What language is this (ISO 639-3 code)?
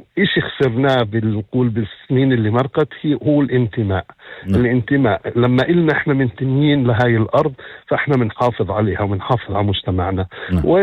apc